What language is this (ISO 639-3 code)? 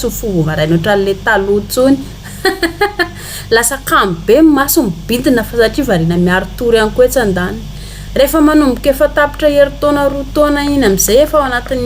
mlg